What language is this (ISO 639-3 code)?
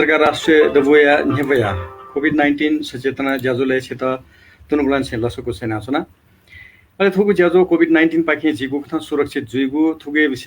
new